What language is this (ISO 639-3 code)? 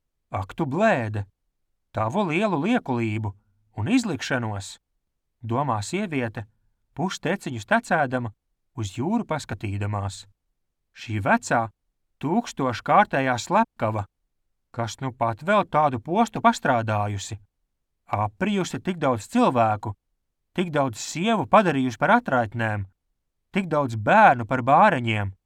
lav